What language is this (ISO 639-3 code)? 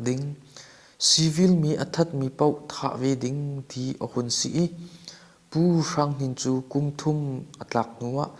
cnh